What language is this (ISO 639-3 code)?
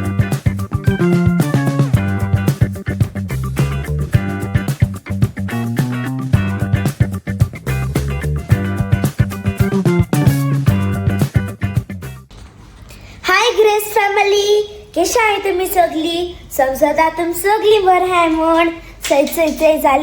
kok